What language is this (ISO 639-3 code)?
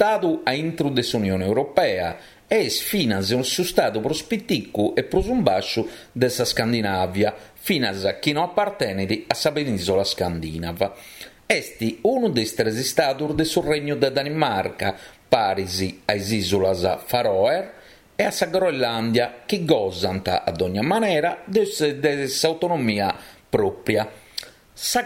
srd